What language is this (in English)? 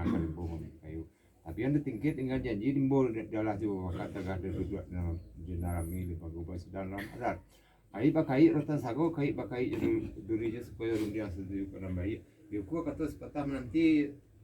Minangkabau